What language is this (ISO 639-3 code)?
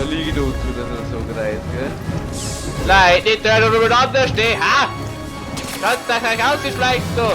bar